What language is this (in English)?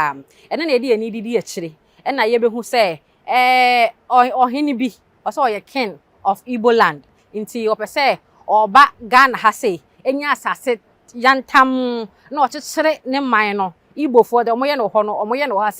Akan